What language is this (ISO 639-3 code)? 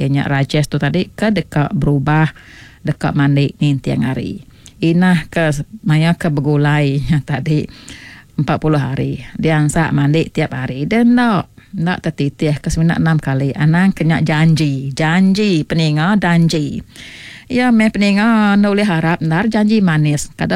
iba